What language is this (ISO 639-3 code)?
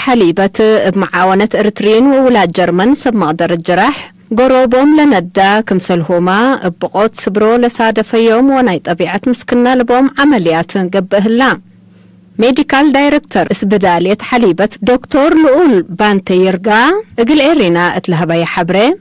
tig